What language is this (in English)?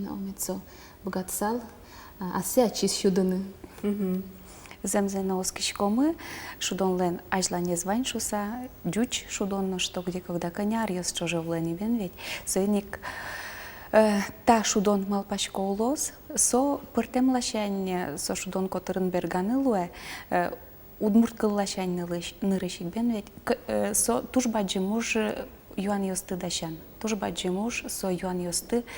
Udmurt